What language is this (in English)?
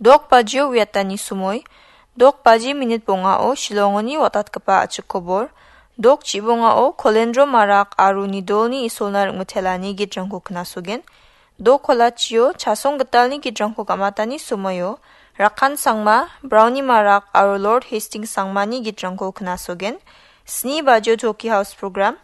Garo